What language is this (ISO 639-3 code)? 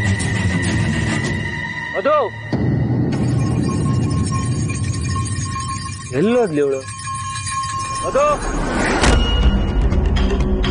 kan